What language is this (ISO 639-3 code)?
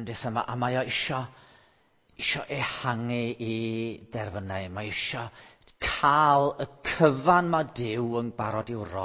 cym